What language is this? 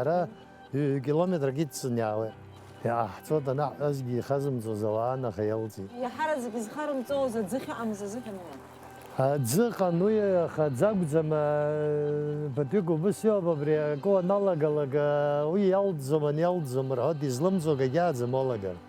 Abkhazian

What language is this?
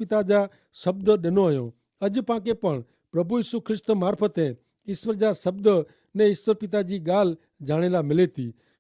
Kachhi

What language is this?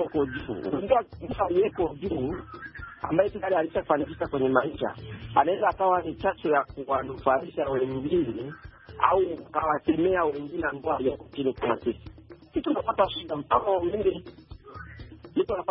Swahili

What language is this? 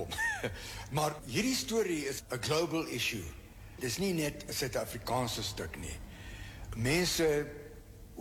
Afrikaans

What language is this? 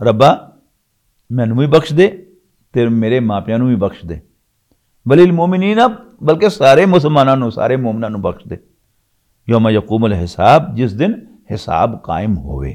Western Panjabi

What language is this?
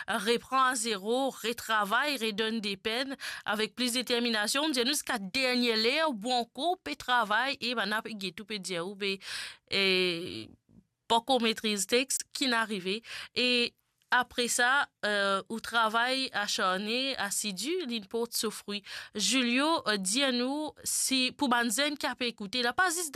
Morisyen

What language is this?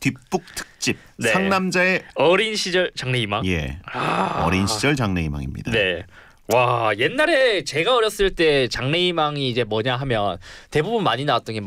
Korean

